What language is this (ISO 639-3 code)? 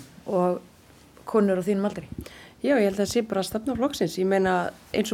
isl